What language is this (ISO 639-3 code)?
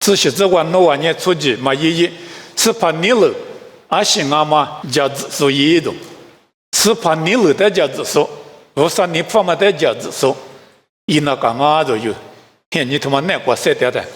lis